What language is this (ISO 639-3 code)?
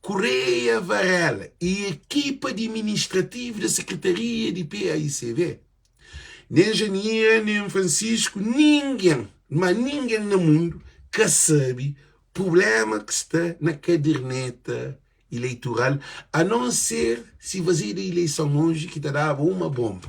kea